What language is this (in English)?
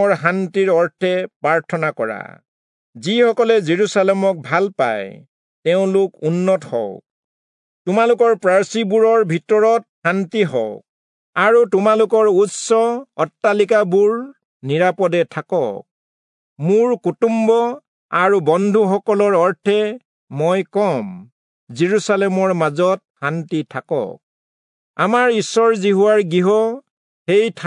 Assamese